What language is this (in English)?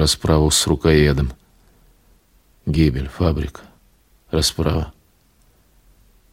Russian